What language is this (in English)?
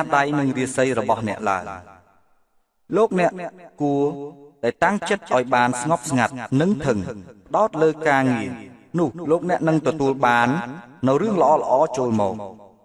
Khmer